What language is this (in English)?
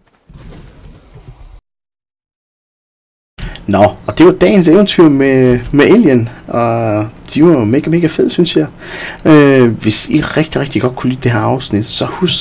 Danish